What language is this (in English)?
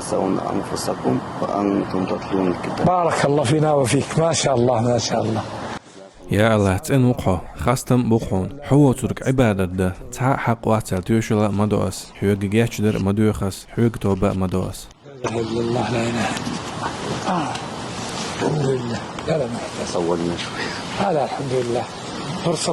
Chechen